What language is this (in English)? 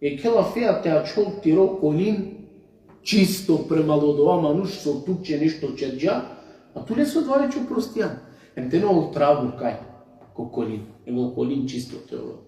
Balkan Romani